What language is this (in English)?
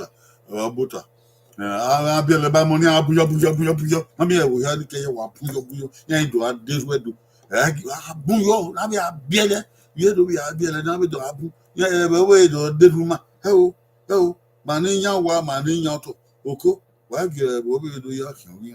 Bini